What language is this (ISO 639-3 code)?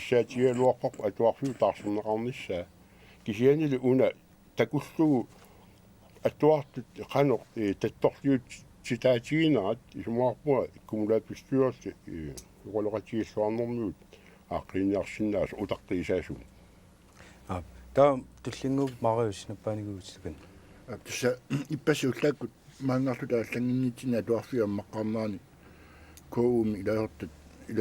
kal